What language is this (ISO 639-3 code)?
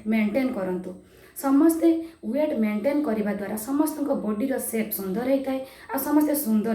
ori